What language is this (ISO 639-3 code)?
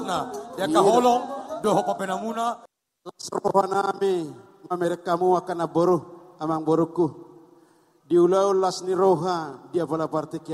bbc